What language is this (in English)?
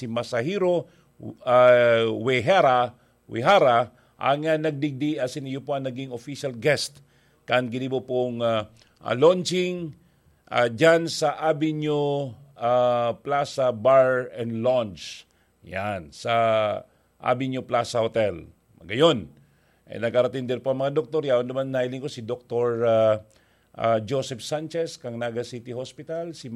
Bikol